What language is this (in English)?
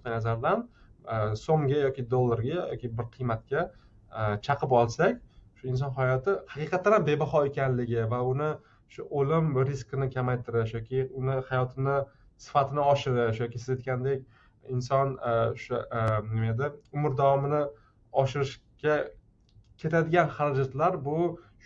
Uzbek